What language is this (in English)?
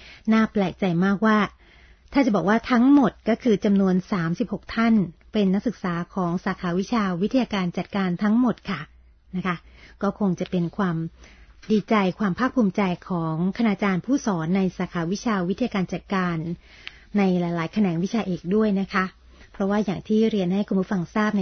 Thai